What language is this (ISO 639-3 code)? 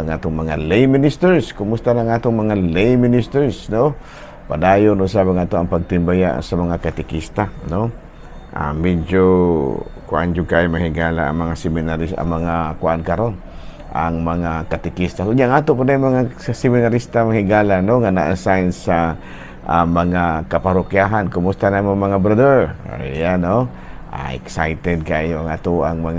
ceb